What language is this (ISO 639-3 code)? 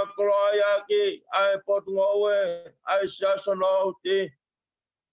ton